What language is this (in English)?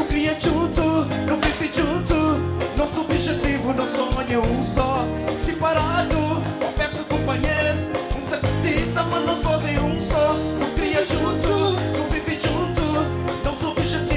Kabuverdianu